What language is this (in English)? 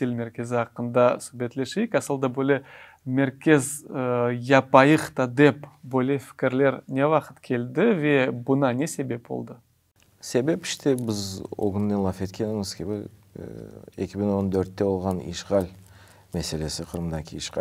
Crimean Tatar